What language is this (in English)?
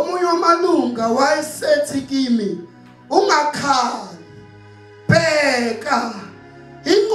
Zulu